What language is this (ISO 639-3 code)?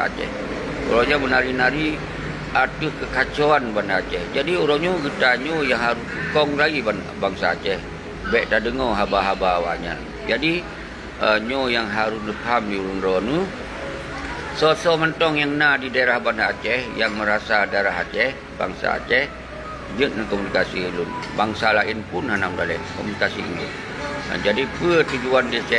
ace